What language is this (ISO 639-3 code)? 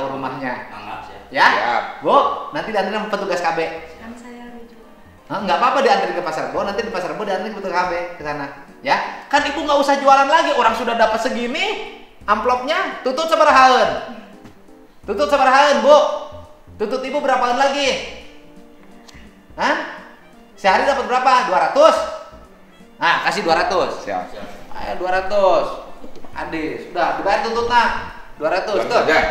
ind